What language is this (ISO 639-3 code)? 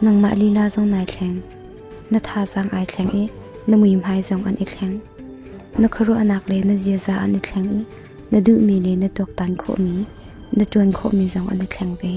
cnh